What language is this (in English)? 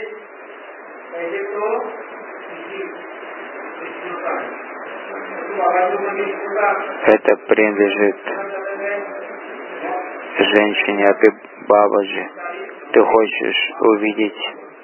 Russian